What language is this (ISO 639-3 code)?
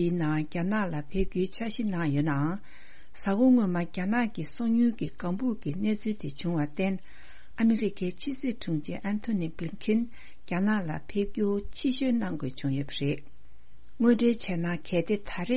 bod